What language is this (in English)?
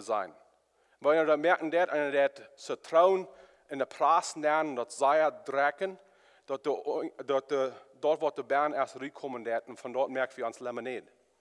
Plautdietsch